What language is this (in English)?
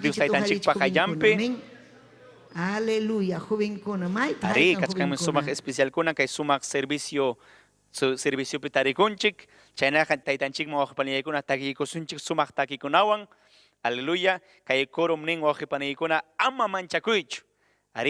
Ayacucho Quechua